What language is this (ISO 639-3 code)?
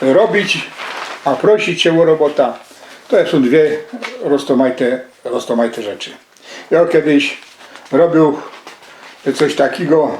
szl